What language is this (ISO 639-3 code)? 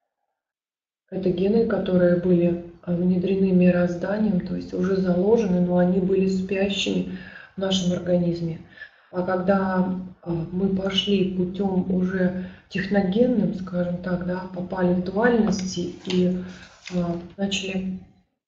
rus